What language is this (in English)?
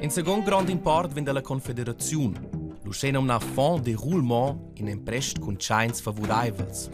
Romansh